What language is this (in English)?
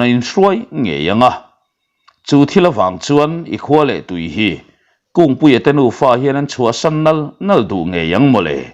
Mizo